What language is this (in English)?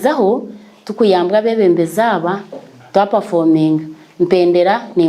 Nyankole